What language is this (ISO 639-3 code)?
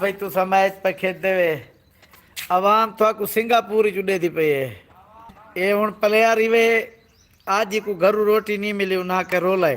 skr